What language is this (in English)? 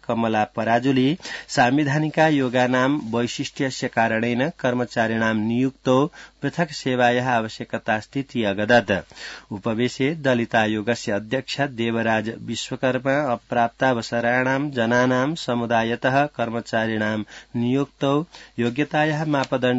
Sanskrit